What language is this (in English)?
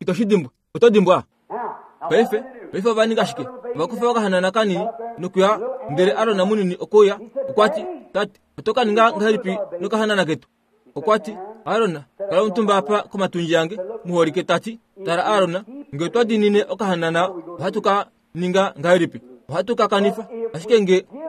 Kuanyama